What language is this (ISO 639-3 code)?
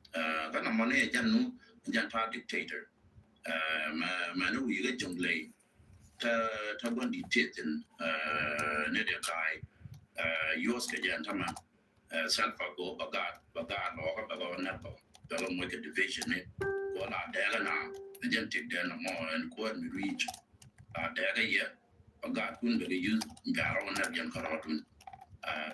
nus